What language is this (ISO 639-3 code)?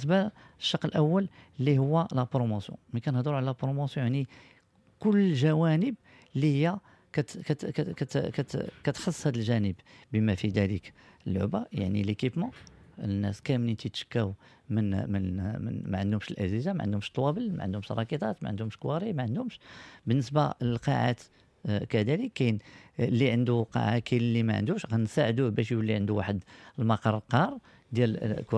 ary